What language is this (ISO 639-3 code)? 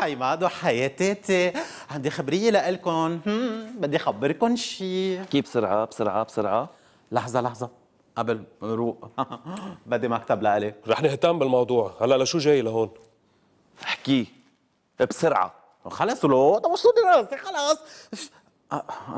apc